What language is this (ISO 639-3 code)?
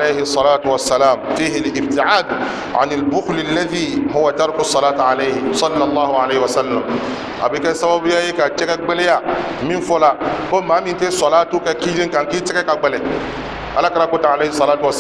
bam